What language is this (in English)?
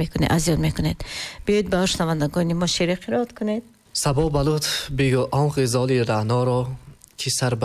Tajik